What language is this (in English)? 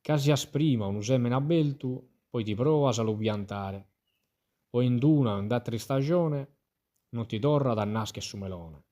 Sardinian